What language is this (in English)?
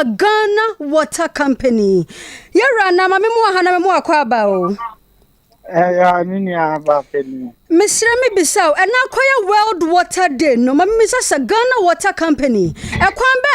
Akan